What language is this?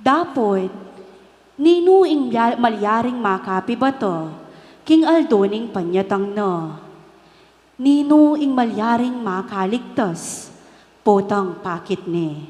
Pampanga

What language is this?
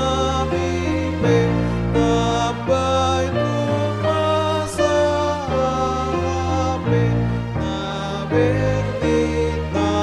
Batak Toba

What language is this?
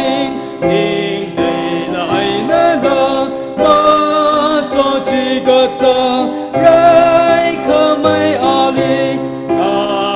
Tangkhul Naga (India)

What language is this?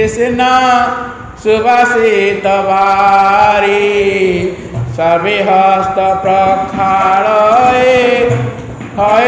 Odia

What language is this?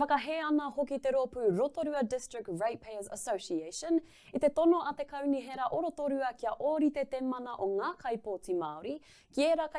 Māori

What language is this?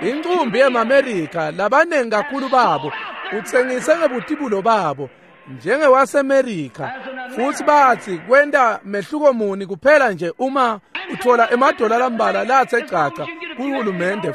Swati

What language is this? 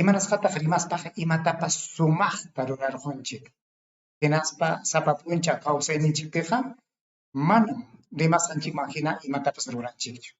Ayacucho Quechua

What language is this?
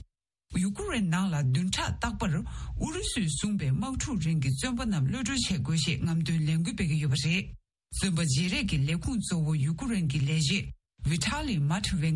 Tibetan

